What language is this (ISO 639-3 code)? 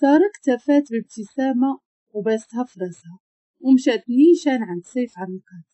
ary